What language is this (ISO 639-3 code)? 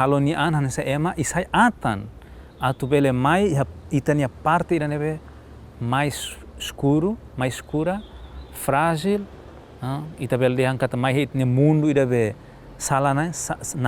tet